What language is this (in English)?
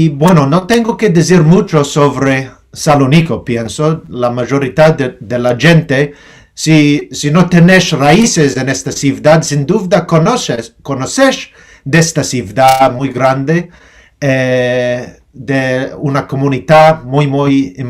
Ladino